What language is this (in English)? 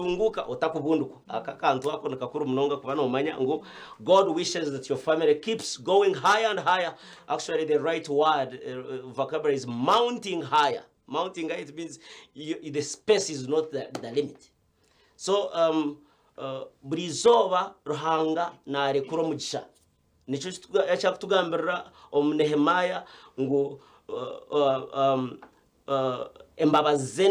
Nyankole